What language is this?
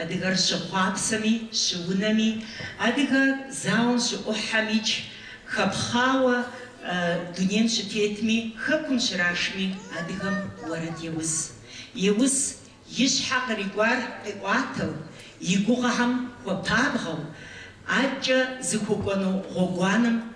Kabardian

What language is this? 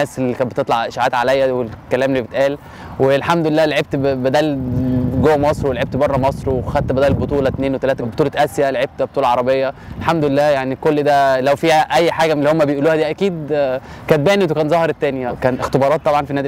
Egyptian Arabic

